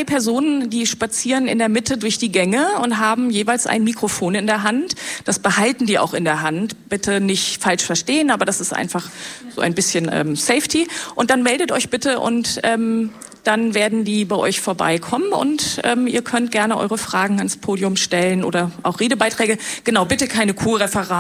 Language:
German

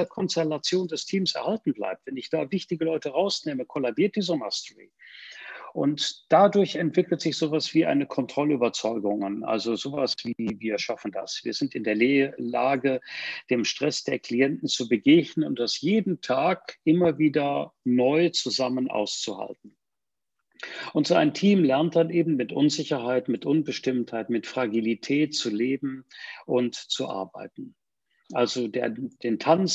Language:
German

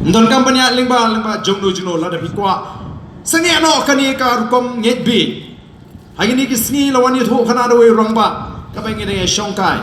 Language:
Khasi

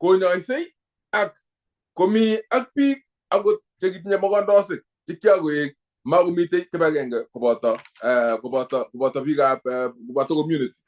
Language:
Kalenjin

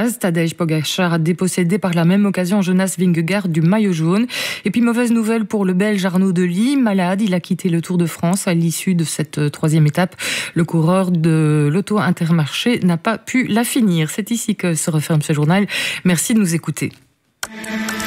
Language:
French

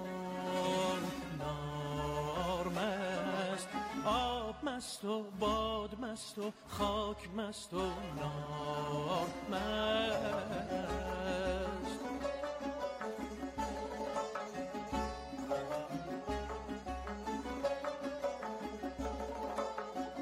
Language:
Persian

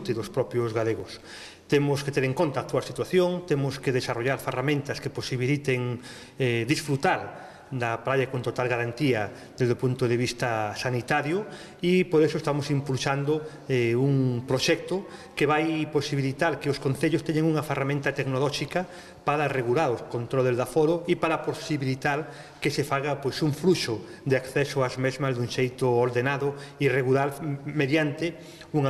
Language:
Galician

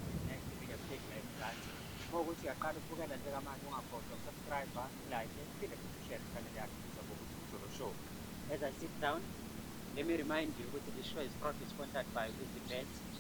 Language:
Zulu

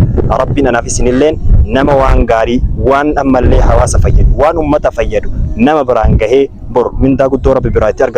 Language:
Oromo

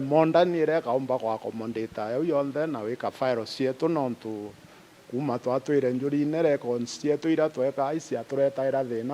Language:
Meru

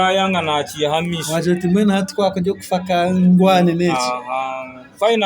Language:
Nyankole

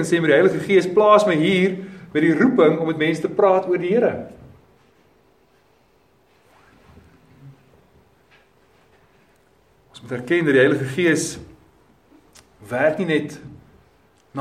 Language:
Afrikaans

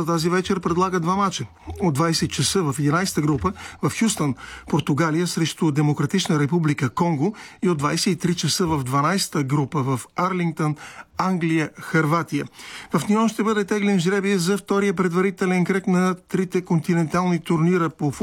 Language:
Bulgarian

